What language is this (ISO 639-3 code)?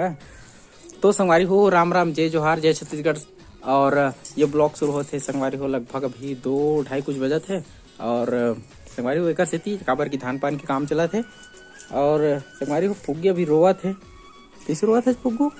hne